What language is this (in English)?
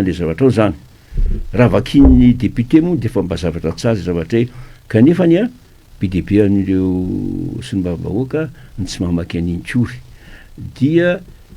Malagasy